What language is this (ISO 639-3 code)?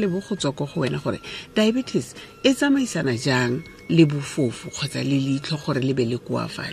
tsn